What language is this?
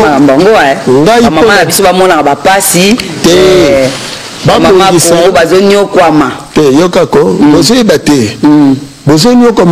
Lingala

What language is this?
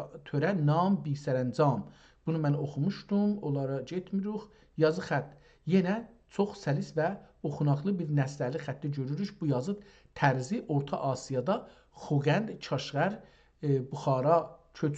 South Azerbaijani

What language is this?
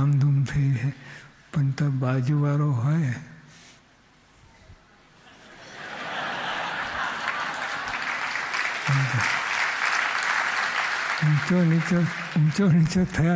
Gujarati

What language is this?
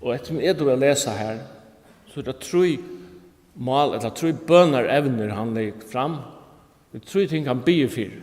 Faroese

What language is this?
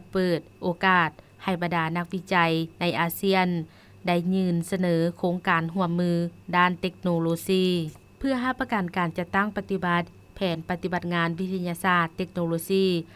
Lao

